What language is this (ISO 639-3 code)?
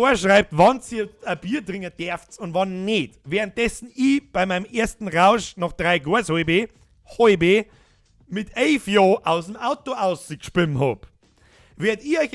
bar